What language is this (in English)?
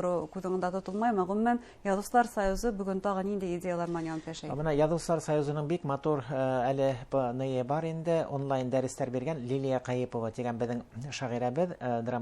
Bashkir